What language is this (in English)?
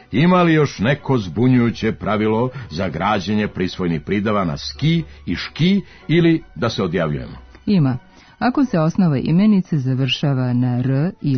Serbian